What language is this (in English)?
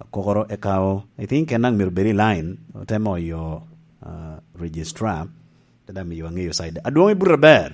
Lango (Uganda)